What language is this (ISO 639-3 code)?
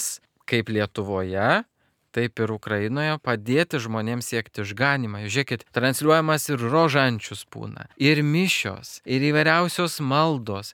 lit